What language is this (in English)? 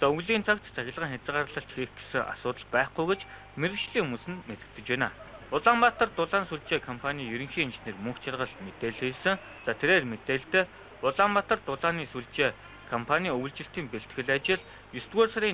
Mongolian